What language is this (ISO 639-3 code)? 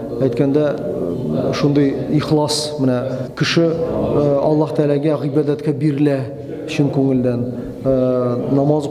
tat